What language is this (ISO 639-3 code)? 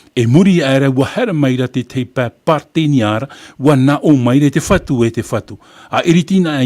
tah